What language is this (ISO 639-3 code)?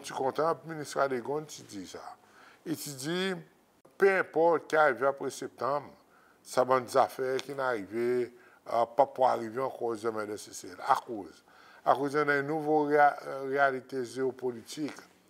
crs